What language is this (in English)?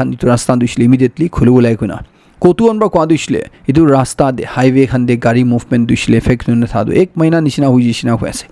Naga Pidgin